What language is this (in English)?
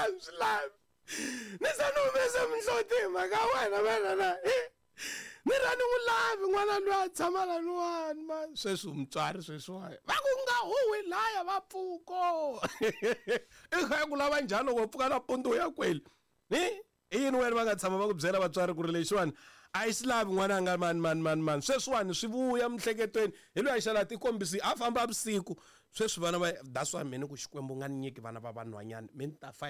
Tsonga